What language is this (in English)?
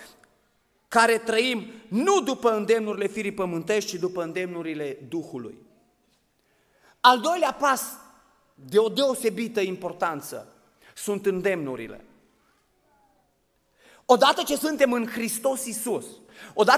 Romanian